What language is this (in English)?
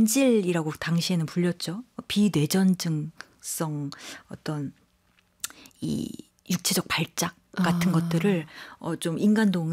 Korean